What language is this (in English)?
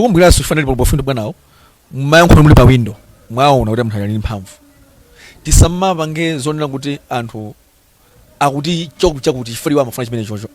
Nyanja